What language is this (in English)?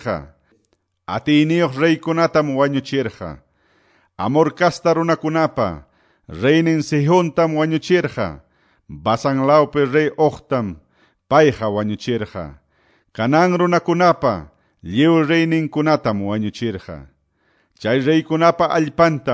Quechua